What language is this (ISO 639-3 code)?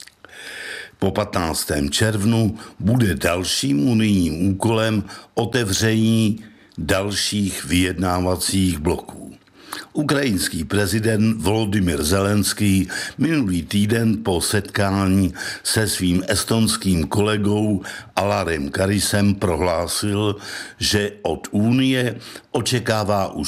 ces